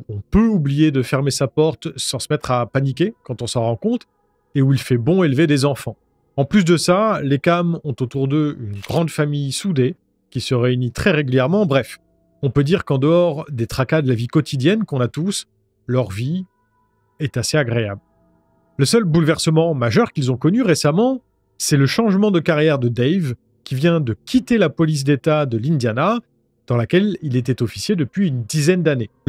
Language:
French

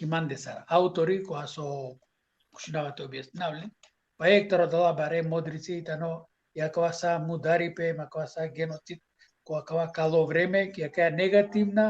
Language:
Balkan Romani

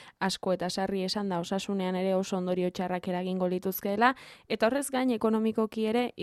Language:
Basque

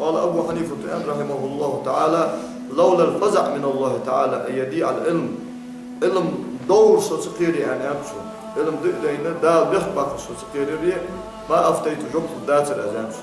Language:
Ingush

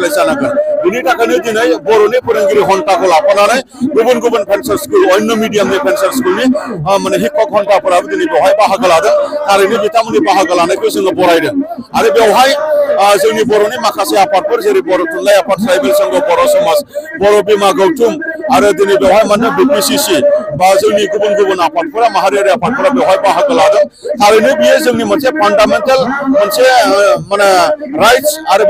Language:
Bodo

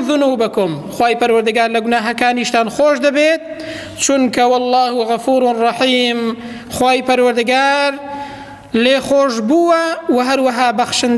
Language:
Central Kurdish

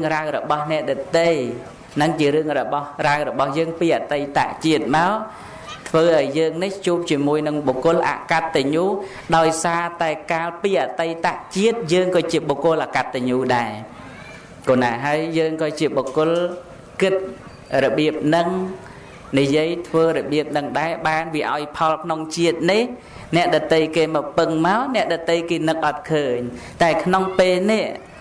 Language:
Khmer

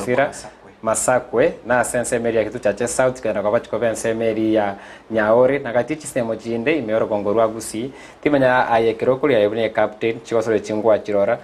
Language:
Gusii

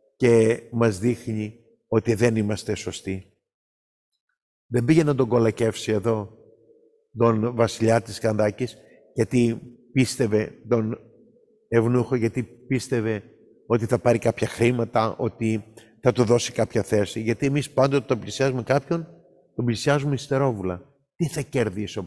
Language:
Greek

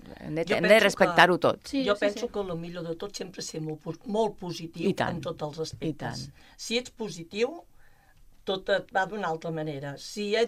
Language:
Catalan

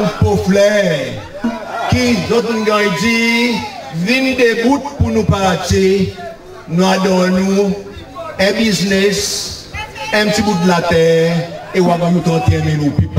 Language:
Seselwa Creole French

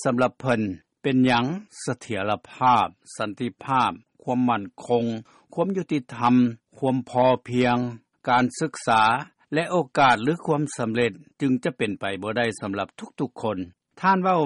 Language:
Lao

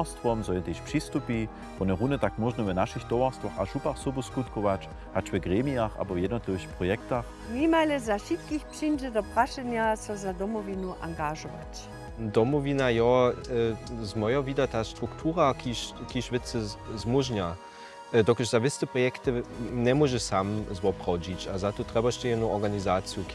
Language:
Upper Sorbian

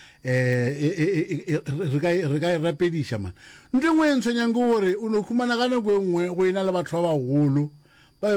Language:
Northern Sotho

